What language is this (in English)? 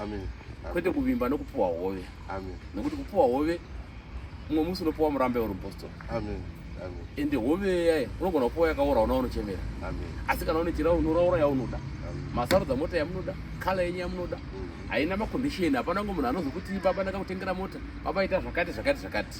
Shona